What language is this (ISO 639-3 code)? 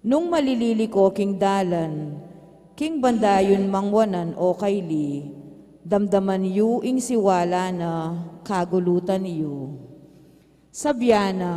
pam